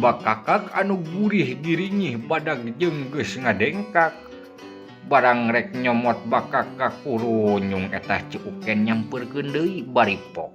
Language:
Sundanese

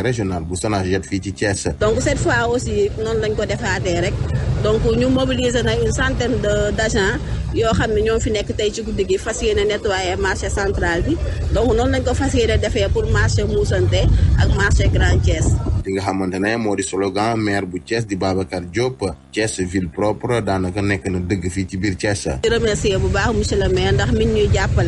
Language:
Wolof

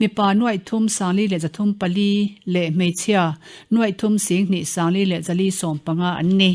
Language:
Mizo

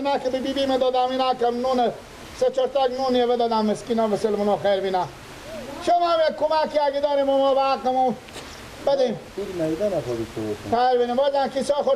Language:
Persian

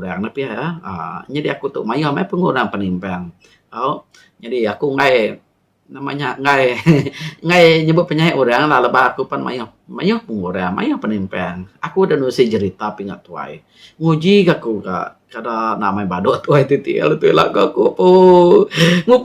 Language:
Iban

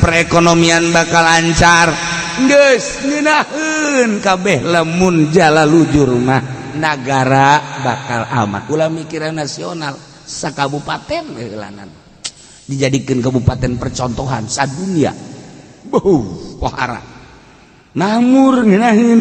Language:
Sundanese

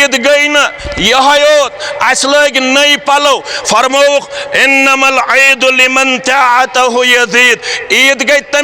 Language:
Kashmiri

